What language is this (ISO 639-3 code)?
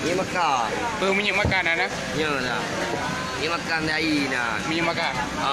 ace